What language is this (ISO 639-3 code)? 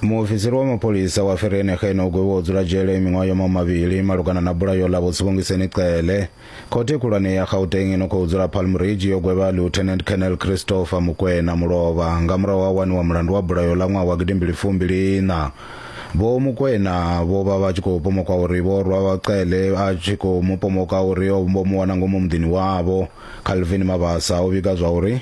ven